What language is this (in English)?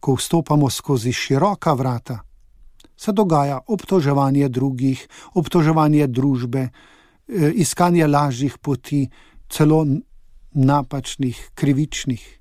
Slovenian